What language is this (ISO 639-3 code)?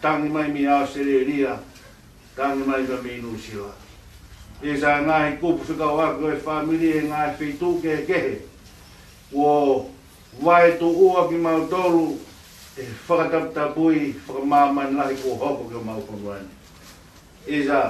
ton